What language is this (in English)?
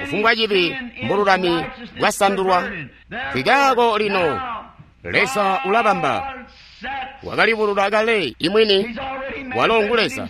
Tonga (Zambia)